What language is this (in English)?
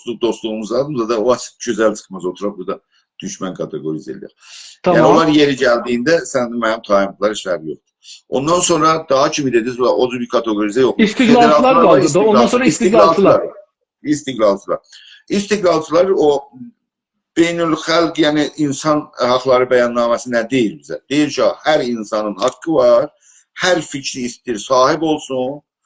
South Azerbaijani